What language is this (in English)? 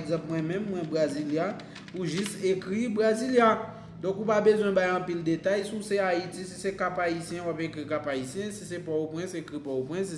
Haitian Creole